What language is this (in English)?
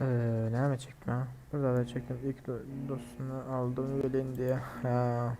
Turkmen